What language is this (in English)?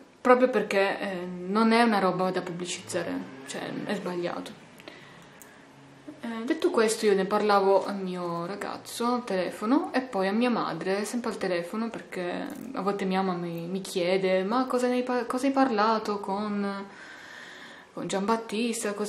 Italian